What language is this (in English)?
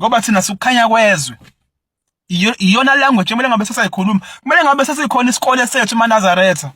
Zulu